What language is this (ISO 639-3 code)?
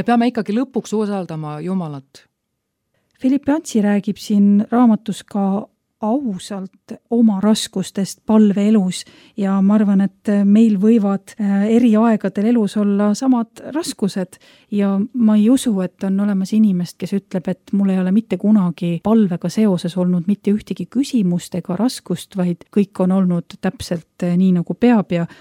est